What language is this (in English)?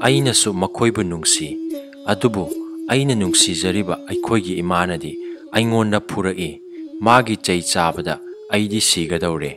Manipuri